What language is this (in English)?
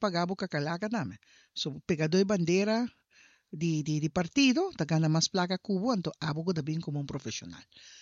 Papiamento